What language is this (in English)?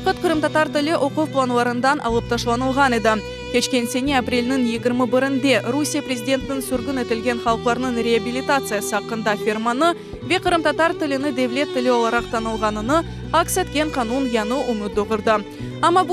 Crimean Tatar